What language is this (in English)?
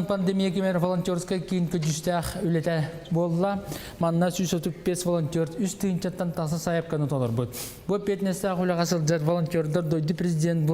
Yakut